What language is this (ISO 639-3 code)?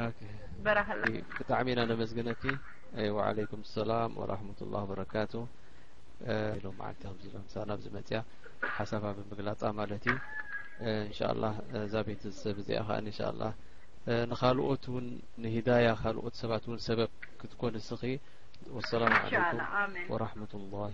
tir